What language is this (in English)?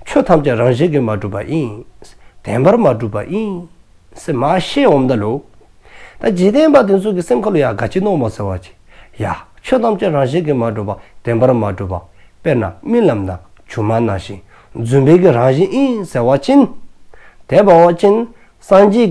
Dzongkha